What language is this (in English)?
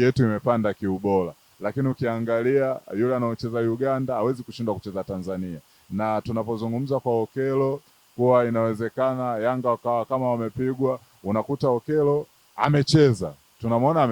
Swahili